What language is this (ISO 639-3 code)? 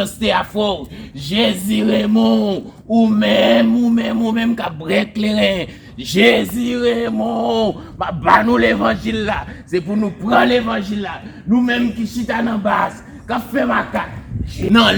hat